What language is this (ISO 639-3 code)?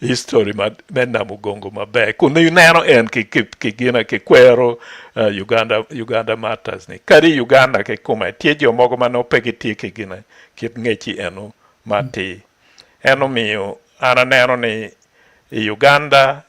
ach